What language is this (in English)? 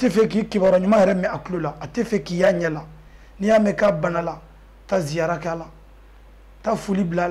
Bambara